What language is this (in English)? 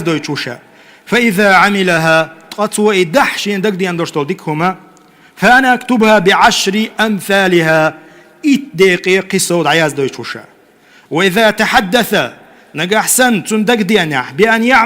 Chechen